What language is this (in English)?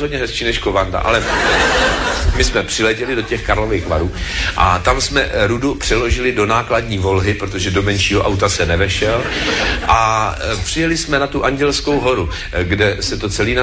Czech